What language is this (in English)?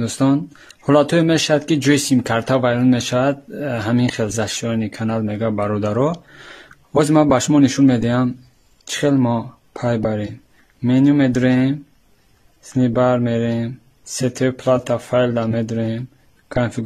Tajik